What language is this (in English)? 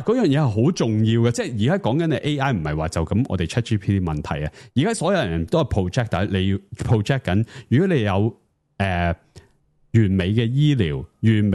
Cantonese